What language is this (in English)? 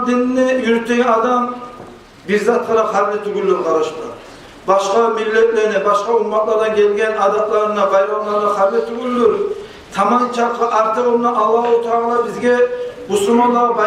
Kumyk